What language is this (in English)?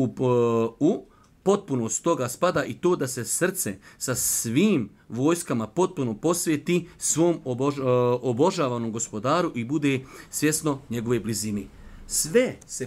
Bosnian